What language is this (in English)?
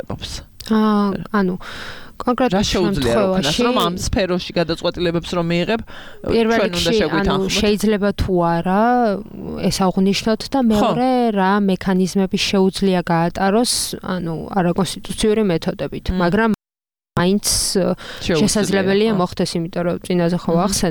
Georgian